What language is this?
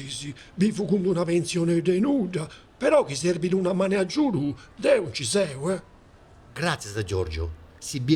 Sardinian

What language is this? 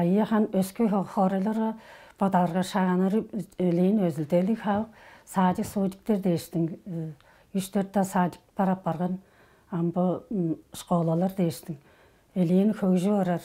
Tuvinian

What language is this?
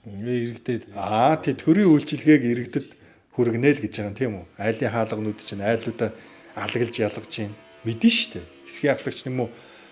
Mongolian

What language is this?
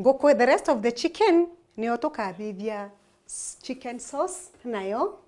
Meru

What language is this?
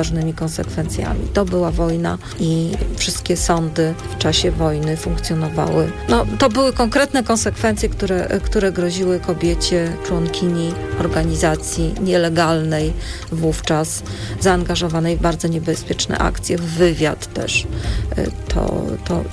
Polish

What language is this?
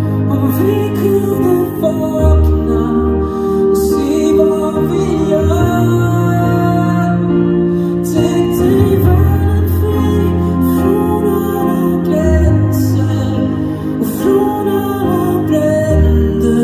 Swedish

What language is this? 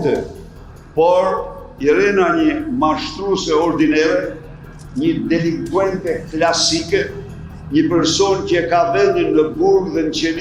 Albanian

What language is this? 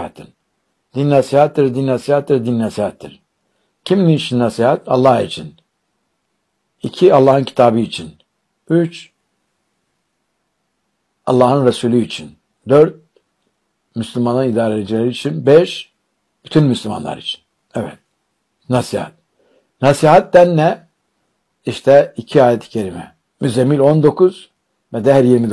Turkish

